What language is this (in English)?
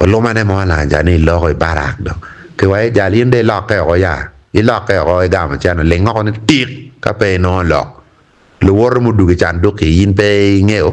Acoli